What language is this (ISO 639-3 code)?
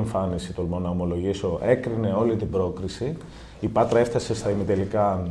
ell